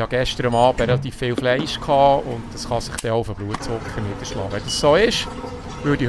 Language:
Swiss German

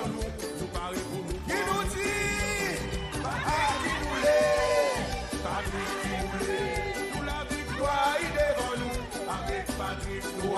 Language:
Seselwa Creole French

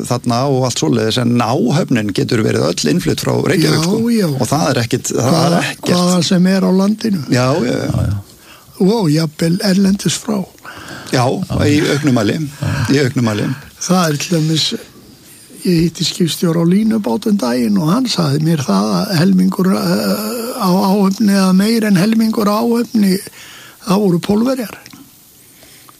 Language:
Icelandic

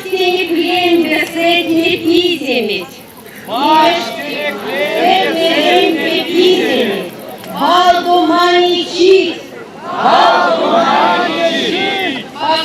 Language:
Erzya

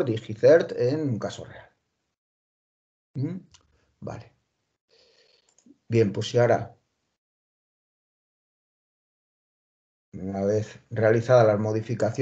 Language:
Spanish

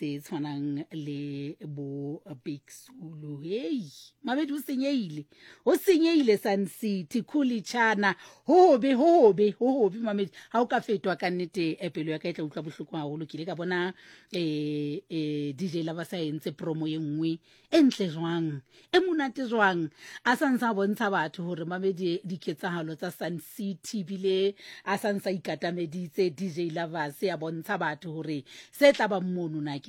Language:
Southern Sotho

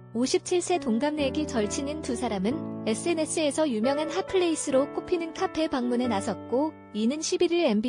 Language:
Korean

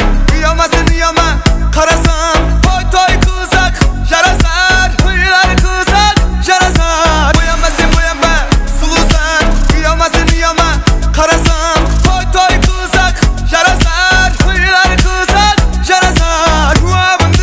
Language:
Kara-Kalpak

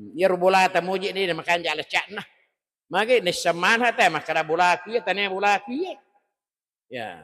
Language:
Buginese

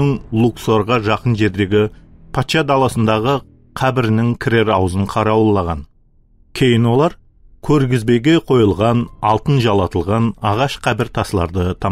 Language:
Kara-Kalpak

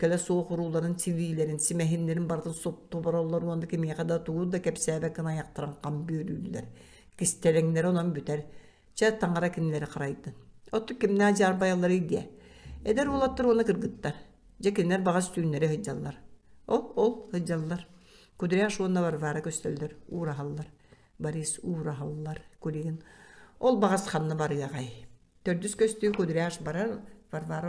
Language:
Yakut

